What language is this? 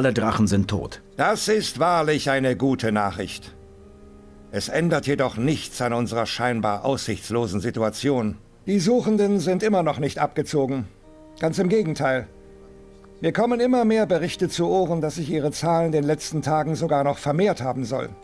Bavarian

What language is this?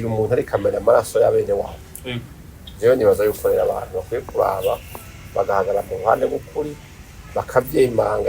Rundi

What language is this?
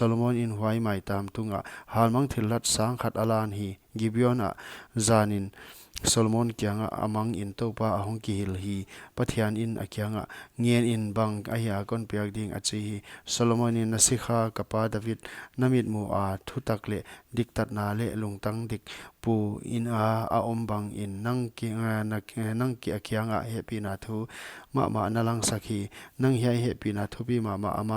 Paite Chin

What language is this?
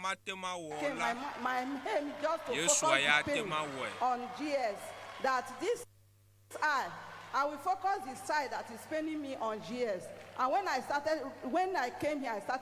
Ewe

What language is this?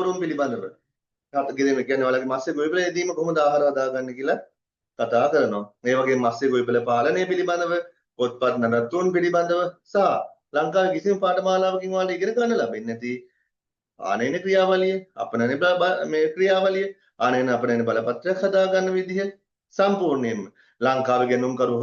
Sinhala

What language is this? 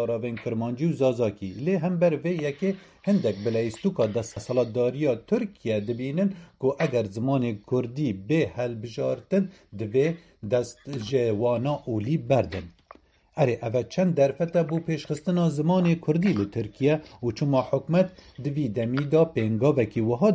Kurdish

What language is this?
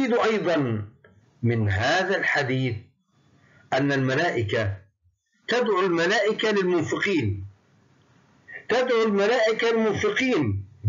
Arabic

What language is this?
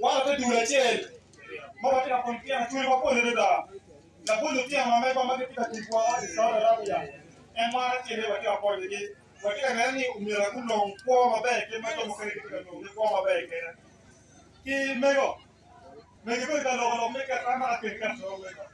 Acoli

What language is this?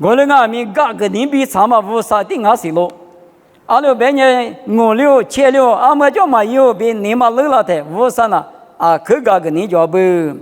Lisu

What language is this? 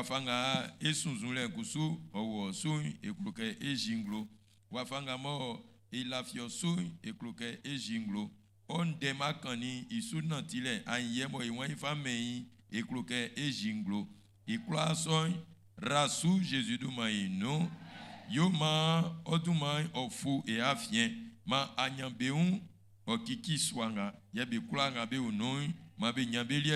Baoulé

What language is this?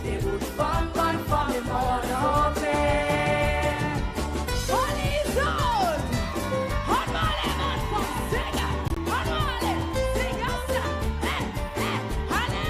Seselwa Creole French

